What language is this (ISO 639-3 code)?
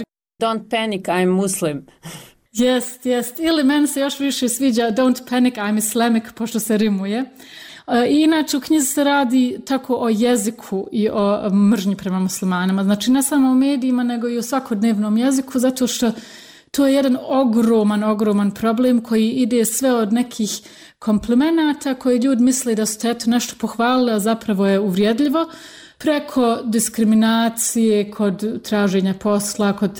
bos